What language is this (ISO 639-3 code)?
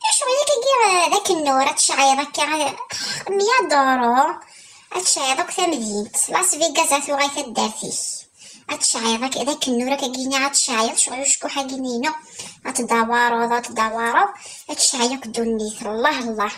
kab